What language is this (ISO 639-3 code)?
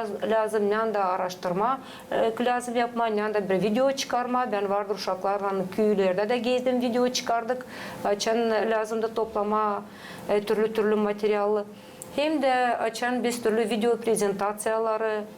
gag